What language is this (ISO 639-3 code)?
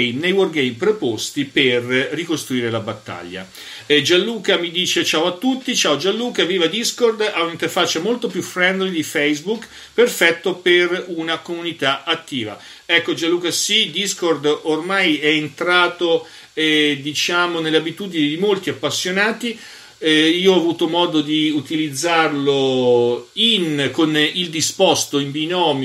ita